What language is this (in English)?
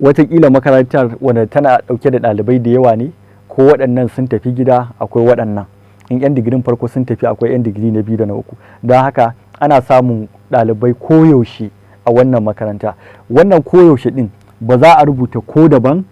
Hausa